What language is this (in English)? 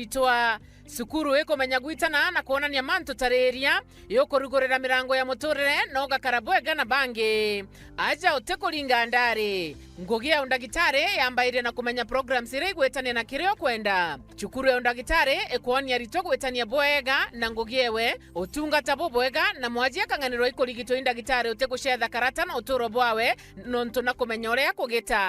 Meru